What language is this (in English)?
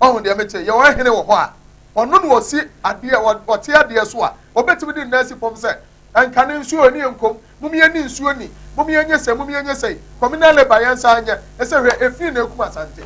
Akan